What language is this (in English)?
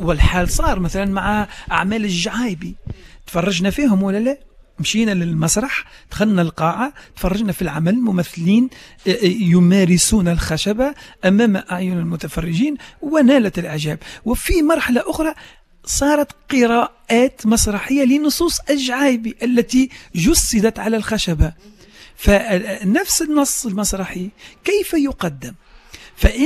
Tunisian Arabic